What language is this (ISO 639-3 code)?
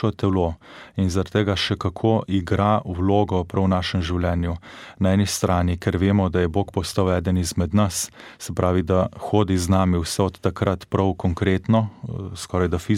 slv